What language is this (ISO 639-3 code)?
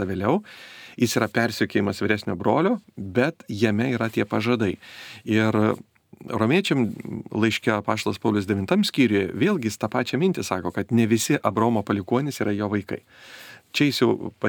lit